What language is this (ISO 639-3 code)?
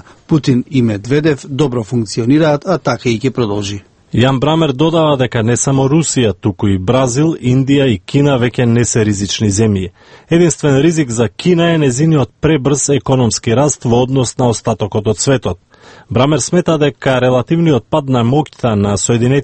mkd